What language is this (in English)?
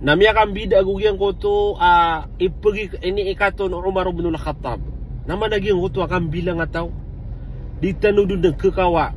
Maranao